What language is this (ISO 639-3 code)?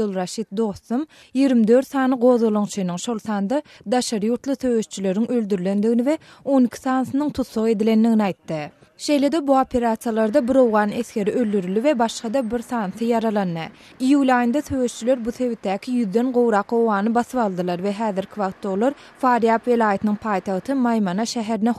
tuk